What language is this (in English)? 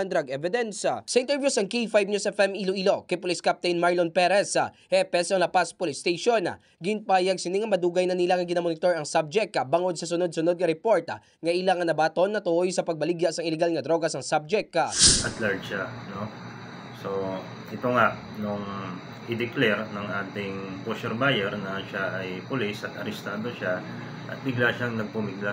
Hiligaynon